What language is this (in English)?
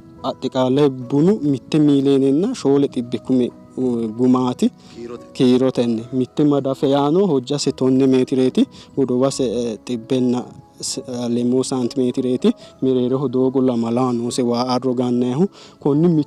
Sidamo